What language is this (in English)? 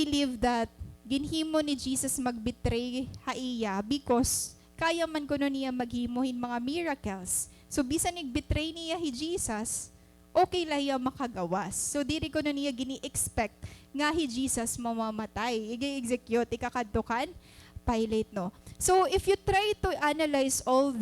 Waray